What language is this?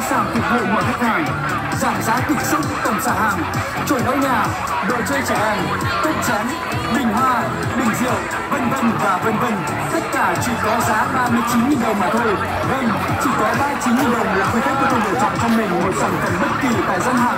Vietnamese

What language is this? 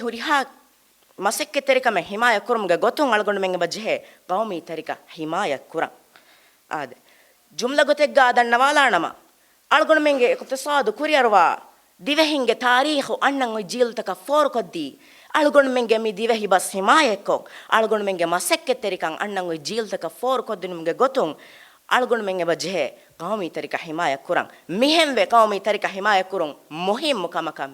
Divehi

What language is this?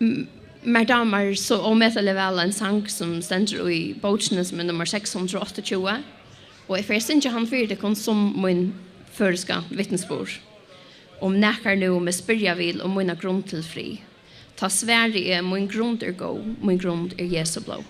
Faroese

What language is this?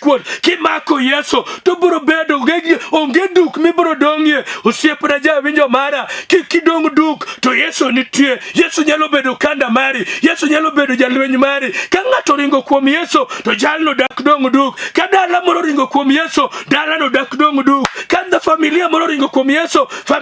Luo (Kenya and Tanzania)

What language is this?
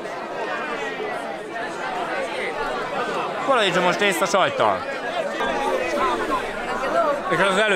Hungarian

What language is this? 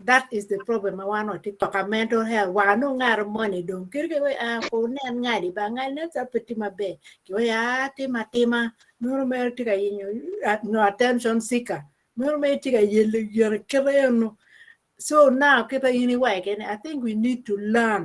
Acoli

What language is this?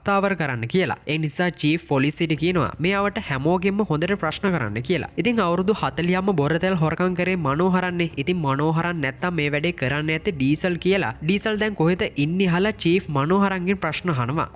Sinhala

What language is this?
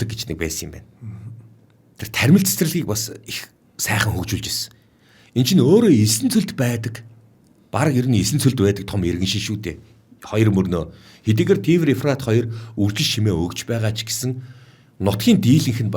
Mongolian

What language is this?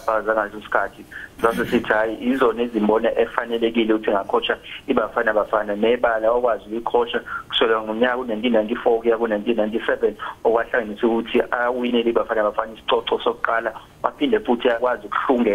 Zulu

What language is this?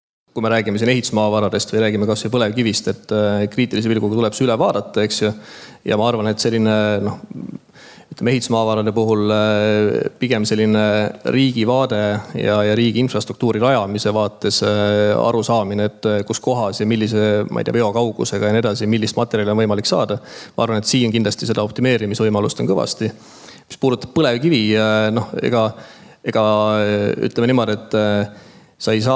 Estonian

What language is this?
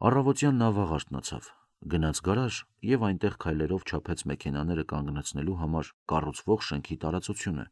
Armenian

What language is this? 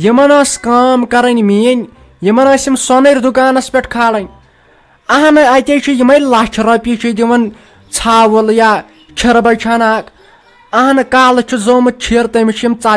Kashmiri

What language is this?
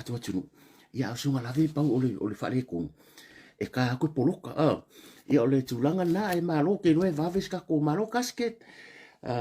Samoan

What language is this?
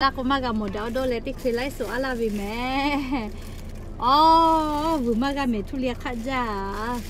Lahu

